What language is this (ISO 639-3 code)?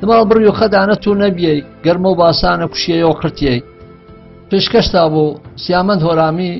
hac